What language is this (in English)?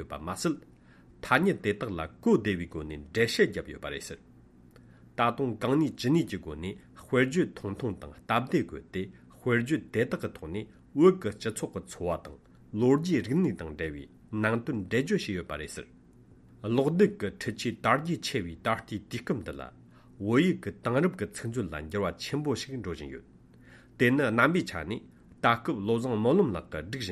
Tibetan